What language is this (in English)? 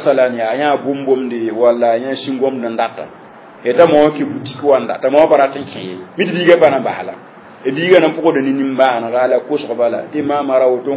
Mossi